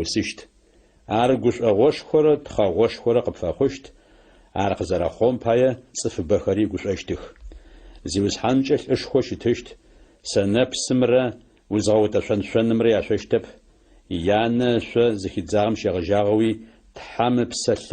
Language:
Adyghe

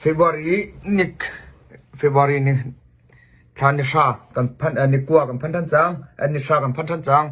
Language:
Hakha Chin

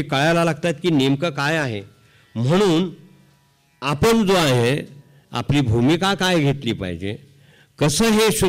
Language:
Marathi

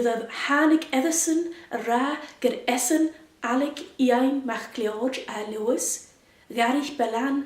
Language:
Scottish Gaelic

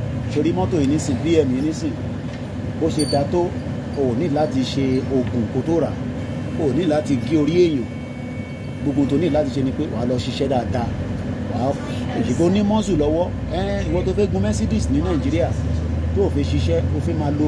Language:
Yoruba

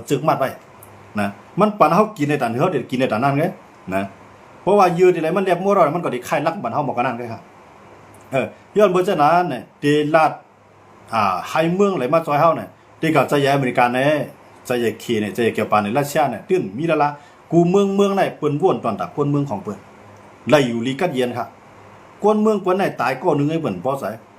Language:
Shan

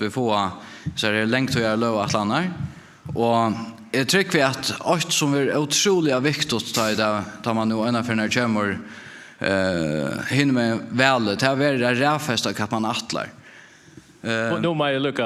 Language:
Faroese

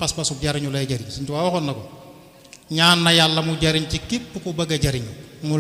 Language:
Wolof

